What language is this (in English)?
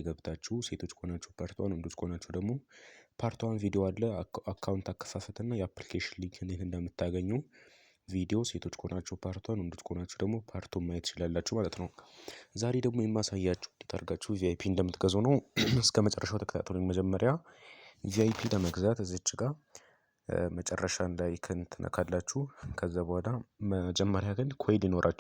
Amharic